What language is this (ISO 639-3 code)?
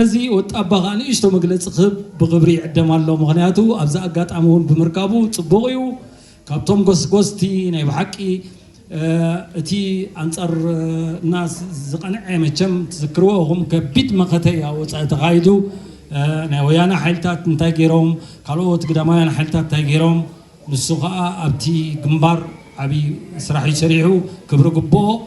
tir